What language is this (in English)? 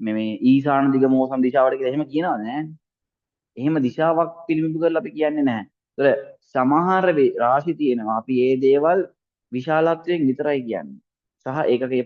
Sinhala